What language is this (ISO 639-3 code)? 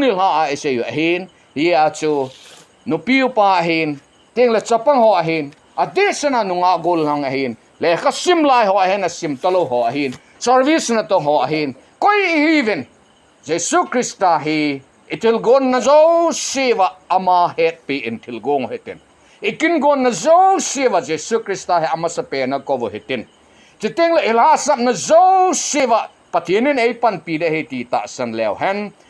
tcz